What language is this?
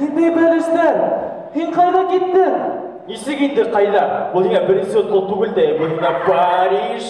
Bashkir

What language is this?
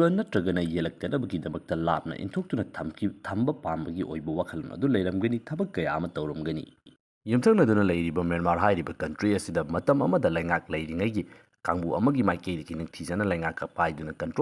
Manipuri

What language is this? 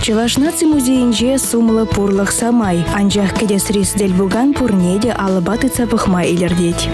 Chuvash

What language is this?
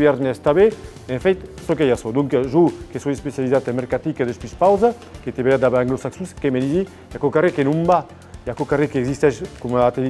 Occitan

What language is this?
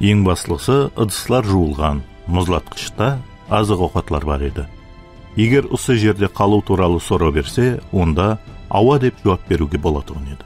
Kara-Kalpak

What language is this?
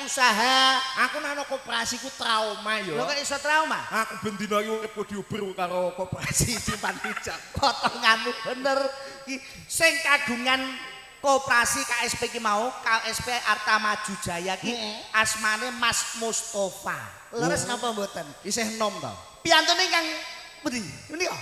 Javanese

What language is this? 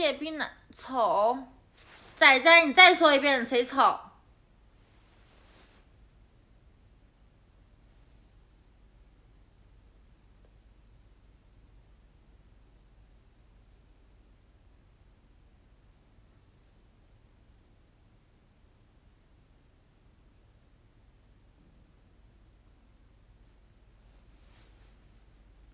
Chinese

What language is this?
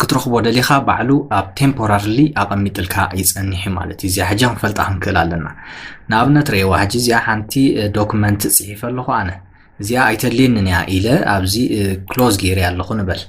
Tigrinya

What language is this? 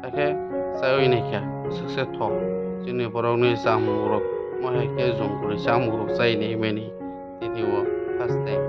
Kok Borok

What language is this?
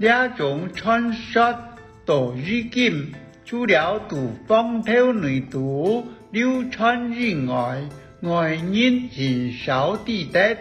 Hakka Chinese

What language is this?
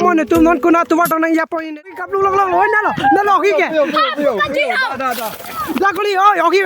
Karbi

